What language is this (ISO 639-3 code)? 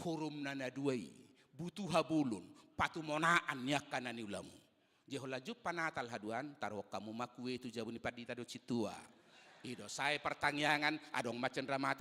bbc